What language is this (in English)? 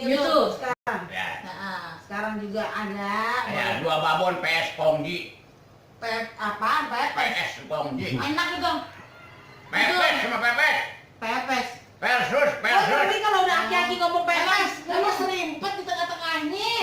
Betawi